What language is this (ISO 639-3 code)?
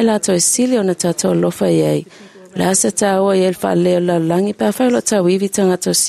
smo